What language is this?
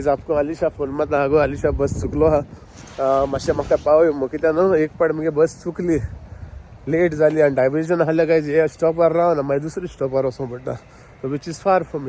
Konkani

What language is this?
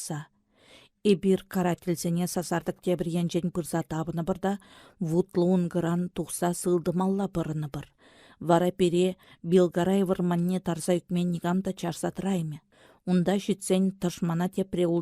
Chuvash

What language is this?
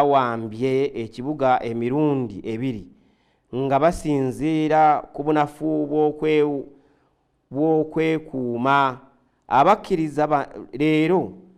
Ganda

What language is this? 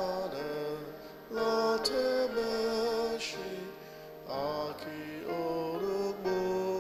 Ao Naga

